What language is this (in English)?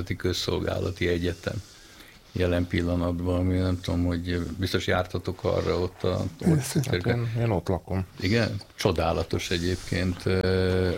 Hungarian